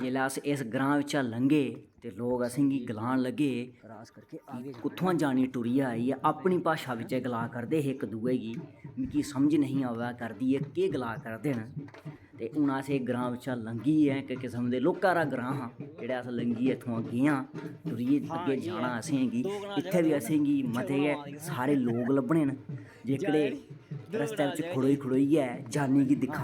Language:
Dogri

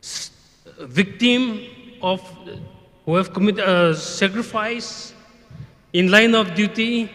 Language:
Tangkhul Naga (India)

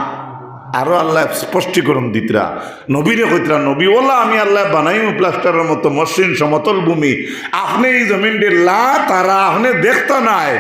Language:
Sylheti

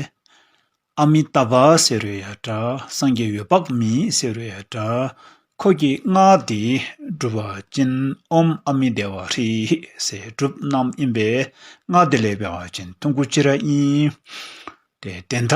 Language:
Dzongkha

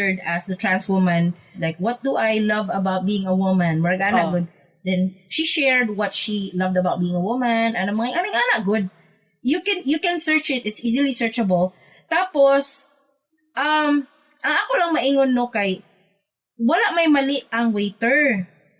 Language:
Cebuano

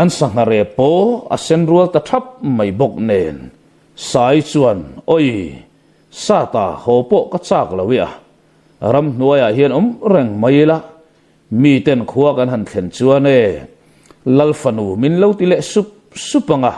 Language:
Mizo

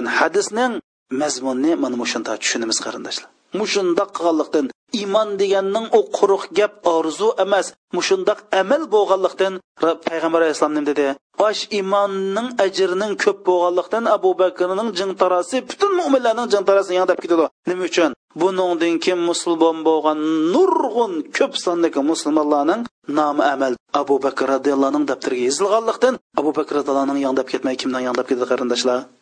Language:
Uyghur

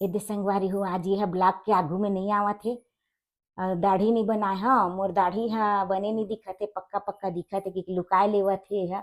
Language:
Chhattisgarhi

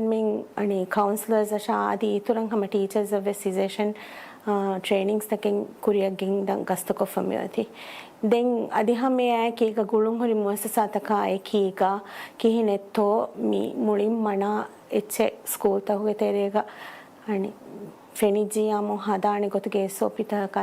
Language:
Divehi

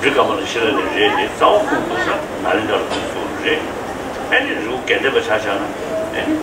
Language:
Tibetan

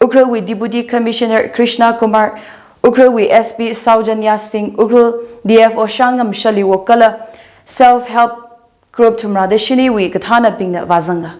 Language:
Tangkhul Naga (India)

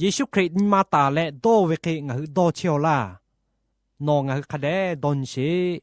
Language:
Lahu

